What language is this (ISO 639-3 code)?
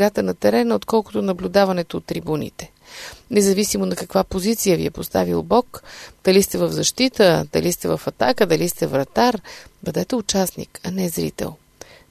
bul